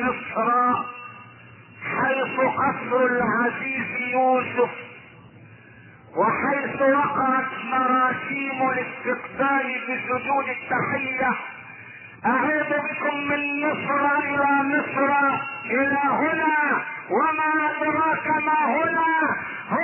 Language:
Arabic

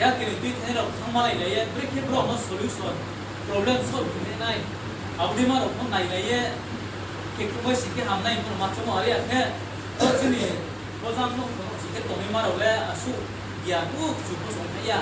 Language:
Riang (India)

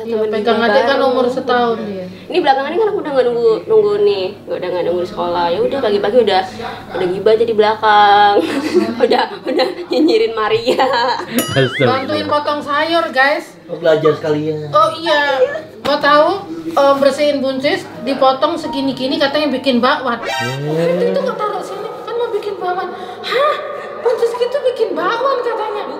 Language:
Indonesian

